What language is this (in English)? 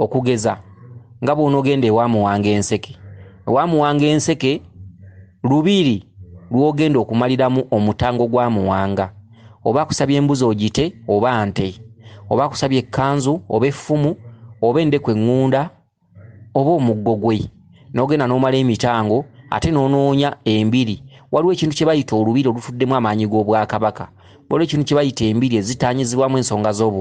Ganda